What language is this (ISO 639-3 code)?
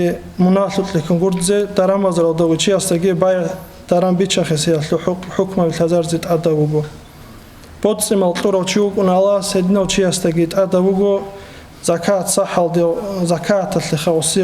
ava